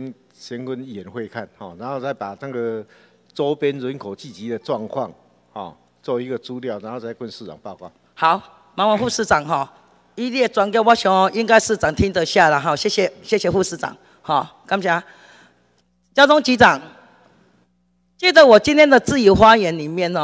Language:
Chinese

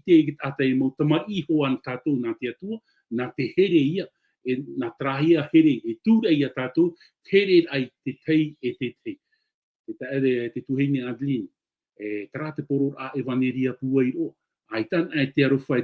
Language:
Tahitian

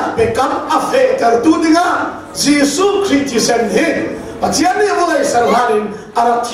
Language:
Hakha Chin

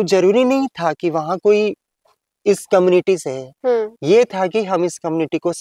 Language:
Hindi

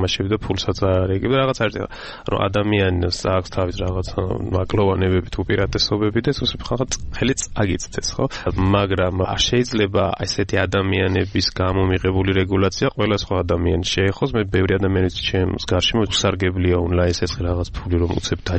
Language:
Georgian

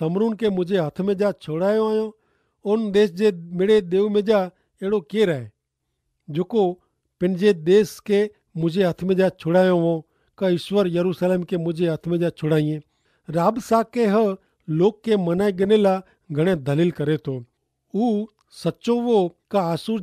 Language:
Kachhi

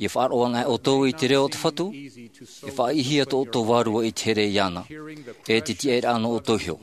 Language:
Tahitian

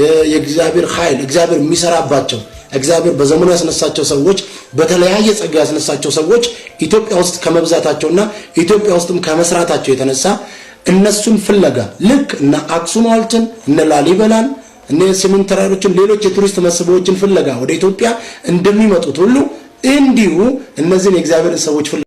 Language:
Amharic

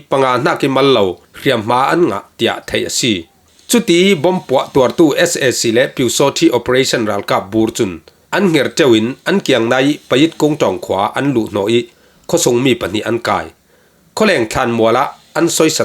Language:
Falam Chin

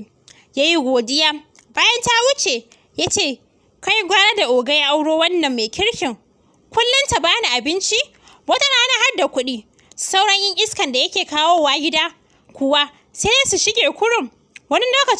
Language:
Hausa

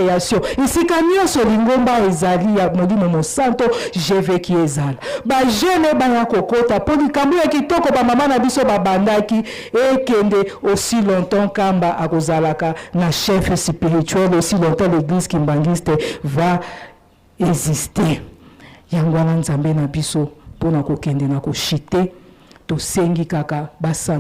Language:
Lingala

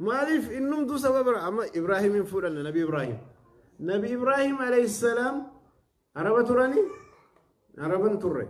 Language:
Oromo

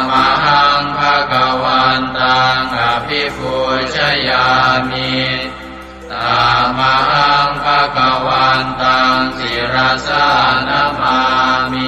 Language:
Pali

